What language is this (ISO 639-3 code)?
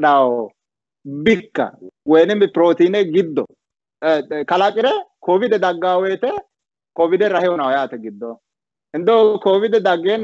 sid